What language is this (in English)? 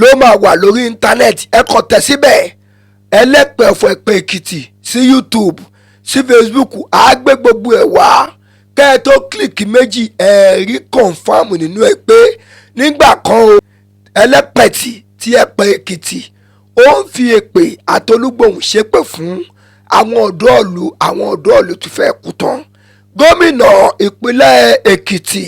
Yoruba